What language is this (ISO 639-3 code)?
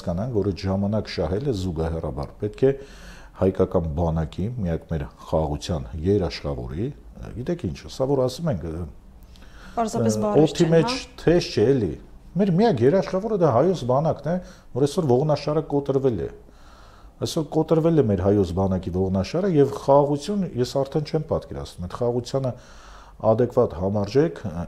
hye